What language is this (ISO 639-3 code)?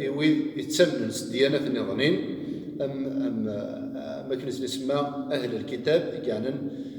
kab